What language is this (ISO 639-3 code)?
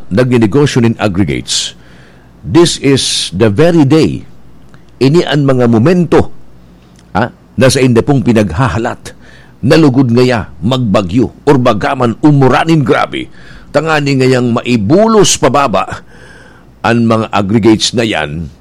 bik